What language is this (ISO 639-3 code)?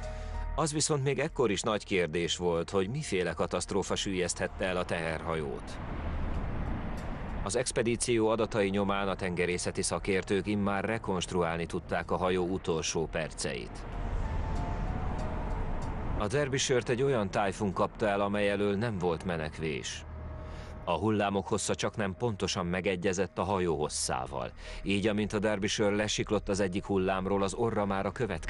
hun